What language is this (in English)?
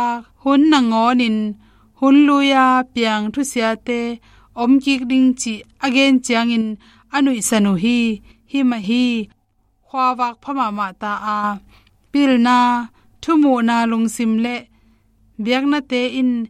Tedim Chin